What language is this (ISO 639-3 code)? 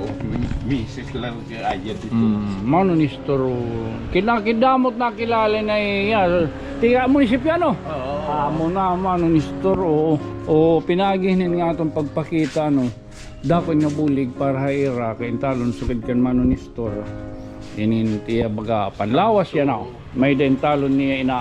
war